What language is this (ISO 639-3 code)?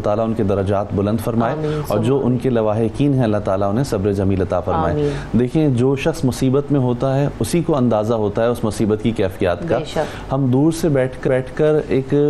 urd